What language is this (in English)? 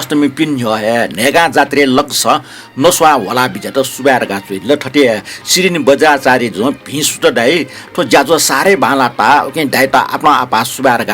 Newari